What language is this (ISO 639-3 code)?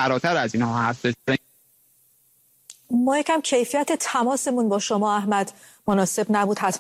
fas